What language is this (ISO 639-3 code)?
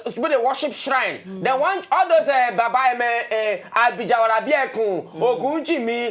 pcm